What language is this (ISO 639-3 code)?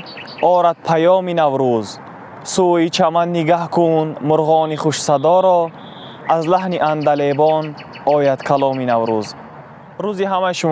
tgk